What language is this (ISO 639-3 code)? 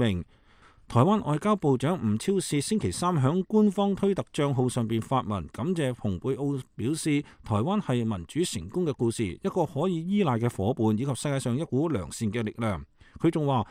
yue